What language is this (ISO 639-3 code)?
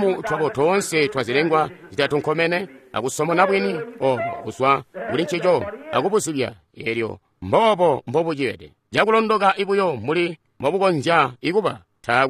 toi